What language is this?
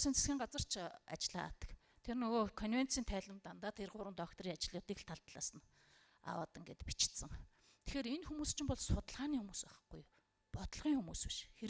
Mongolian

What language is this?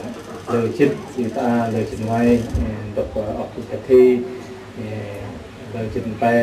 Central Mnong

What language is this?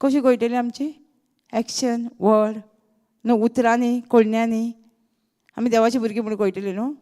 Konkani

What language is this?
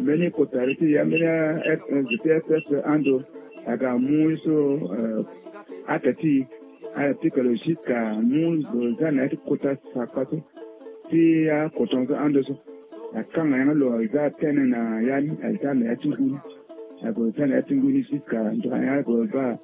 Sango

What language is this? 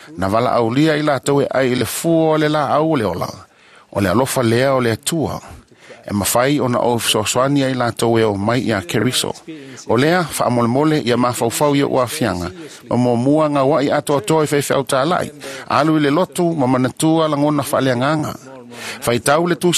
Samoan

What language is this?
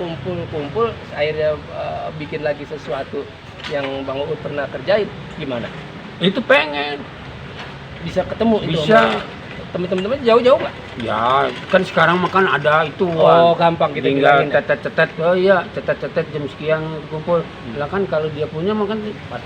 Betawi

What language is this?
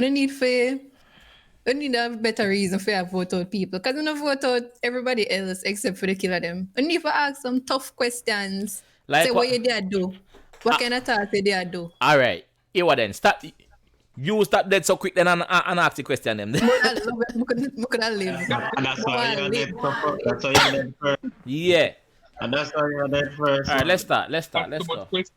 Jamaican Creole English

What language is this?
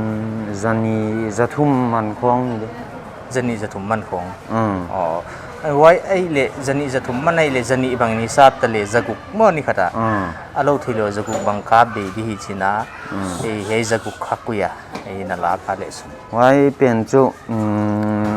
Paite Chin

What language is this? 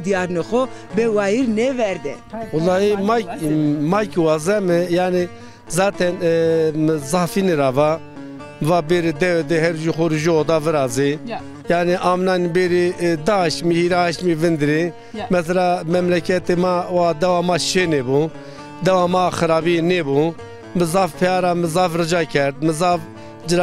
Zaza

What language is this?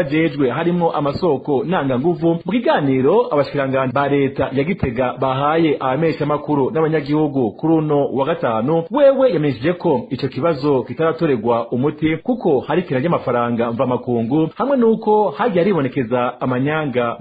Rundi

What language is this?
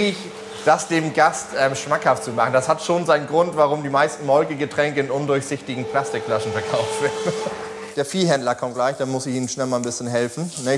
German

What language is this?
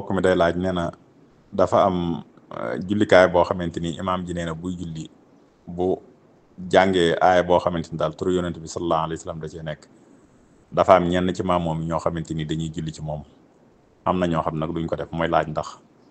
Wolof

